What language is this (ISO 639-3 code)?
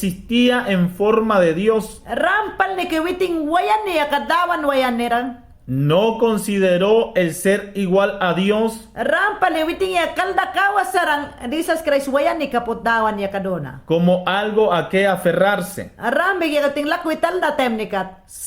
yan